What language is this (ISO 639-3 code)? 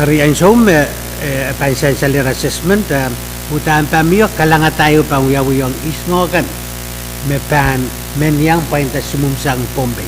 pon